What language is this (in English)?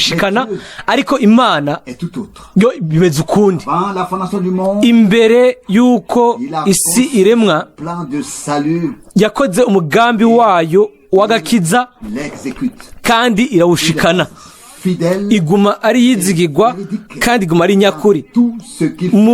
Rundi